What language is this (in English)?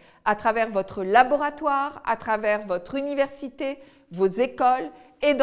French